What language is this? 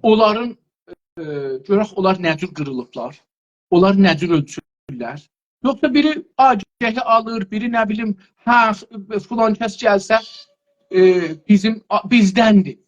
South Azerbaijani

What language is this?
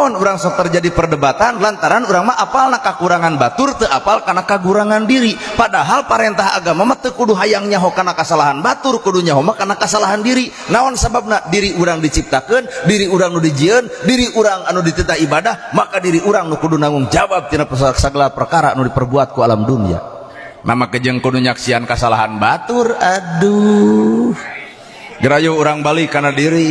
Sundanese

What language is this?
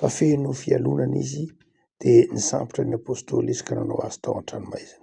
Malagasy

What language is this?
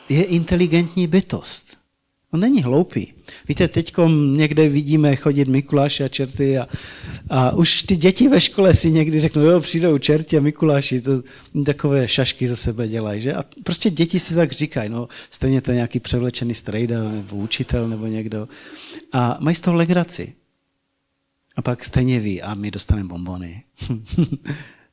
Czech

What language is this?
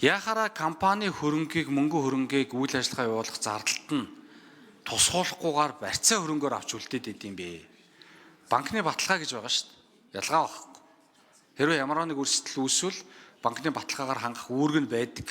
Mongolian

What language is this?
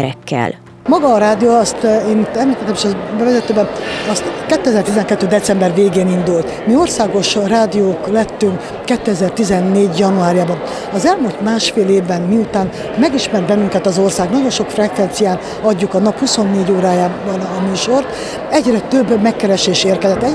Hungarian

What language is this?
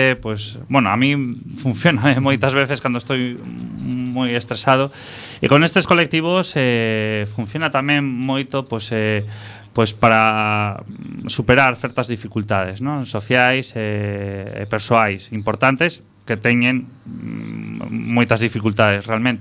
Galician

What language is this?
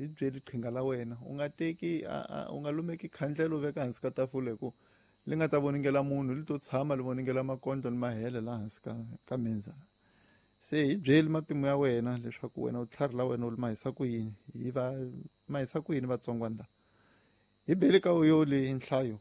Tsonga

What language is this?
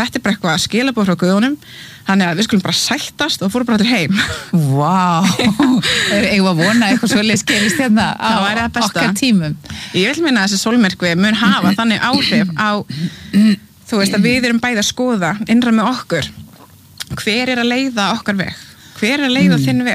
Icelandic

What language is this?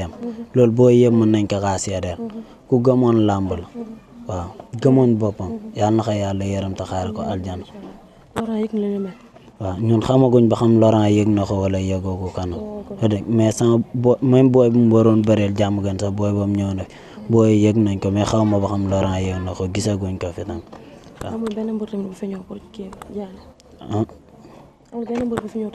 Wolof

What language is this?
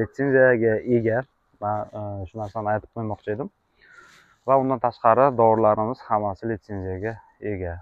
Uzbek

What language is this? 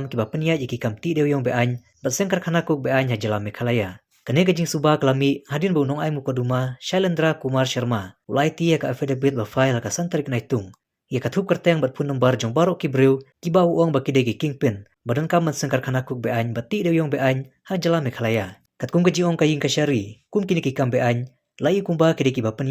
Khasi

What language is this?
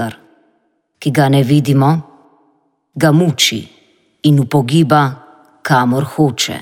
Slovenian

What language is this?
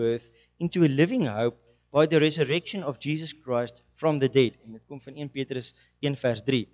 Afrikaans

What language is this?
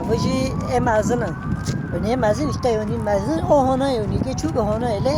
Kurdish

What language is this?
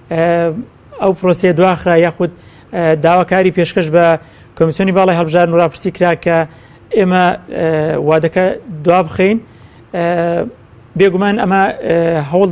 Central Kurdish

